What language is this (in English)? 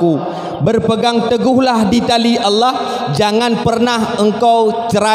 Achinese